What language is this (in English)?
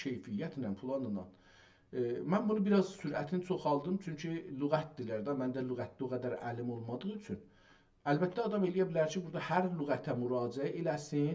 South Azerbaijani